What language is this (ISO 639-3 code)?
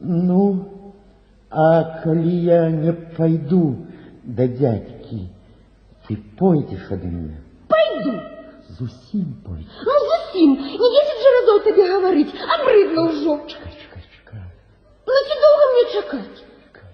bel